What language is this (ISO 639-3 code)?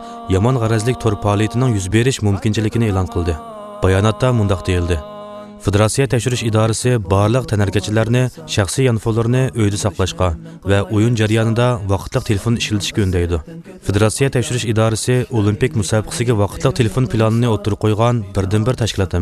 uig